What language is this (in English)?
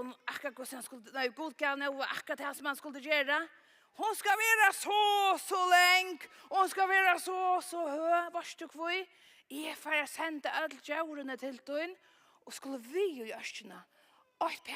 Faroese